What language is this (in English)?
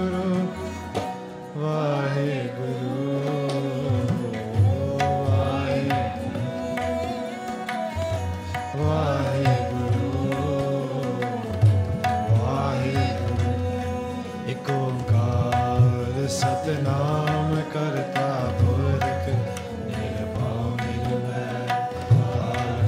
Punjabi